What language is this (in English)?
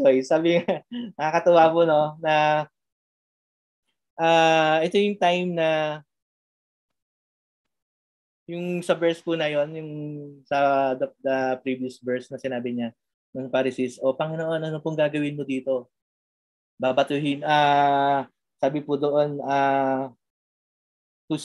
Filipino